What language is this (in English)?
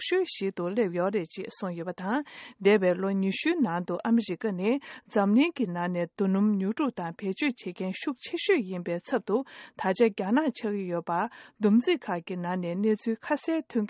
Tibetan